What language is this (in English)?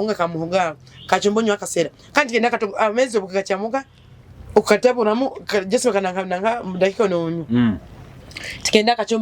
Nyoro